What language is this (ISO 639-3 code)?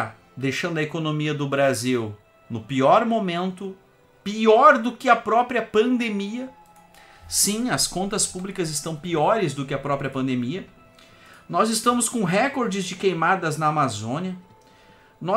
por